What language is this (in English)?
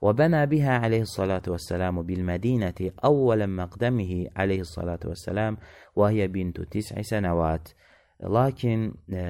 Azerbaijani